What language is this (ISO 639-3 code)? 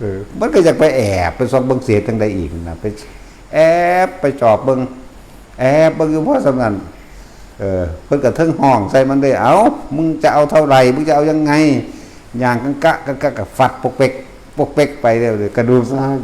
tts